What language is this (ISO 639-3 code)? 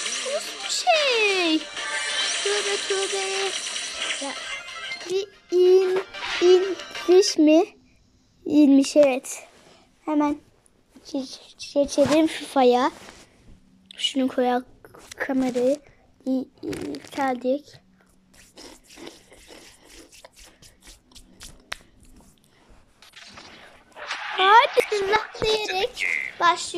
tur